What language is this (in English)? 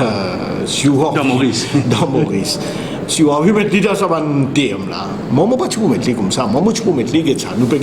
Morisyen